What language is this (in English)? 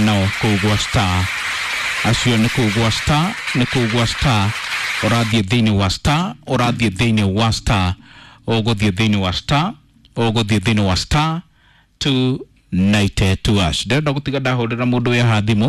Kikuyu